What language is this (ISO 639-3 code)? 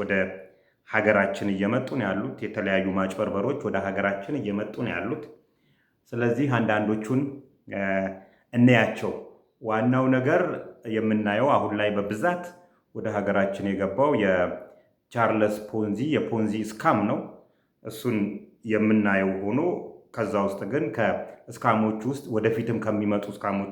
amh